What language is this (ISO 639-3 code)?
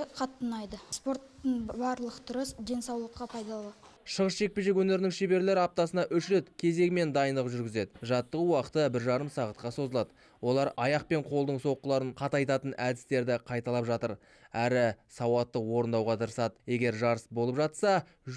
kaz